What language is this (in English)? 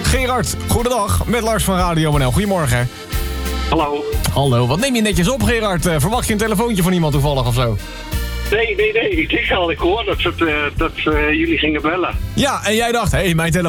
Dutch